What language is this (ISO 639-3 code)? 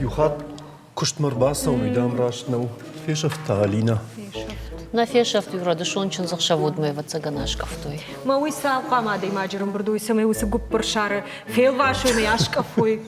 oss